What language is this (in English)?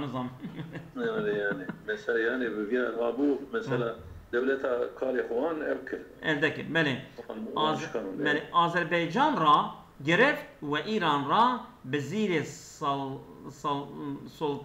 Kurdish